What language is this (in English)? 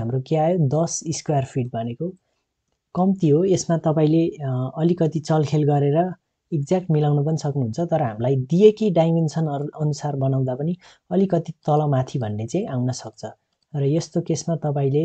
Nepali